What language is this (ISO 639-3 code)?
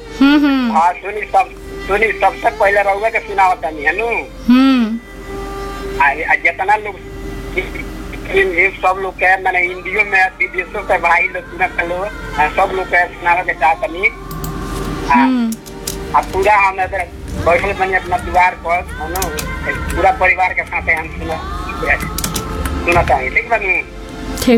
bho